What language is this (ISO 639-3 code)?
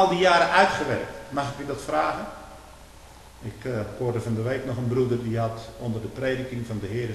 nld